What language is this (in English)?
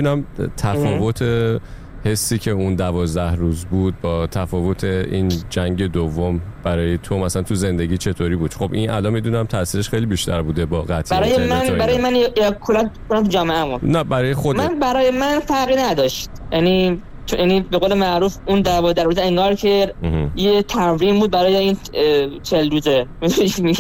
Persian